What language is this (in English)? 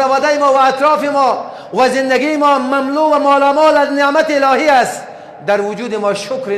Persian